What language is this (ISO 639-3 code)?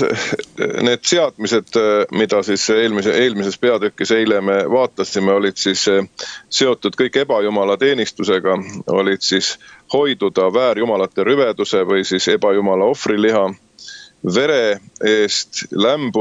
est